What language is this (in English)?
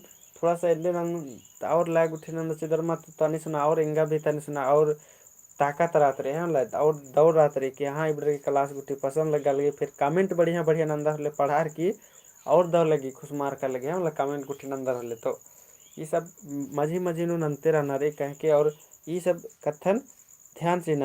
Kurukh